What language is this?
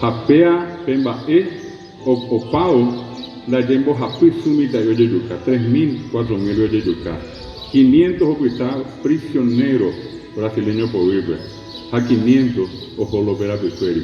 Guarani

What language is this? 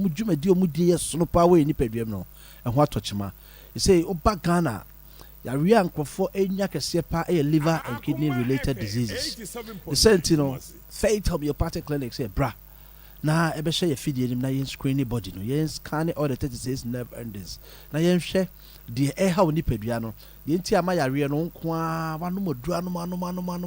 Akan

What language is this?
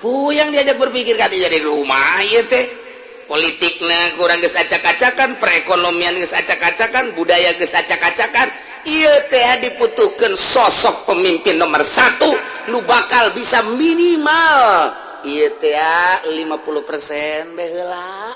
Sundanese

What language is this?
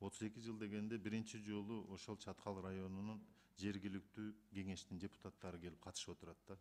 Kyrgyz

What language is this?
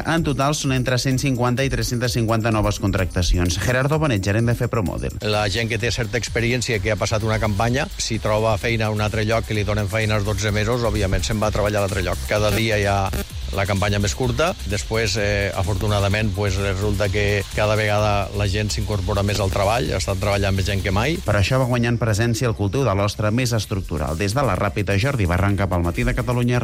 Catalan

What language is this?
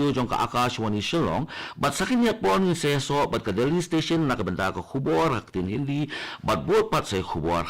Khasi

